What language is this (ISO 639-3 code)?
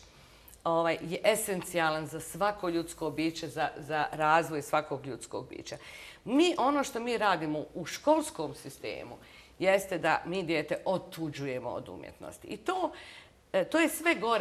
bos